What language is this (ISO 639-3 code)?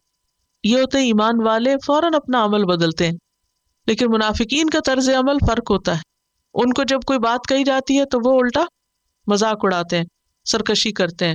urd